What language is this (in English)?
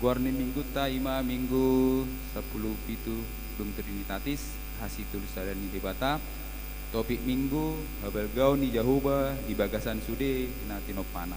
Batak Toba